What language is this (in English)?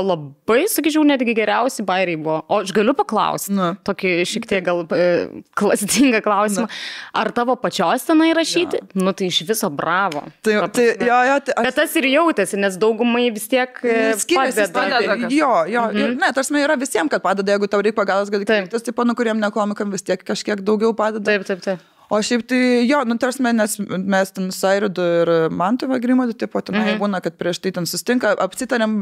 Lithuanian